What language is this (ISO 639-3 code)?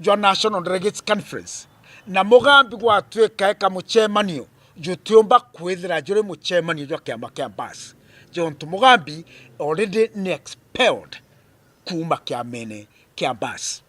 mer